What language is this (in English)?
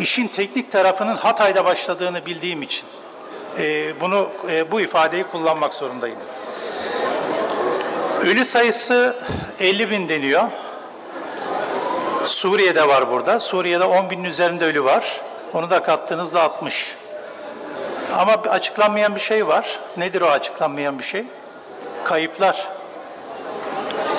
Turkish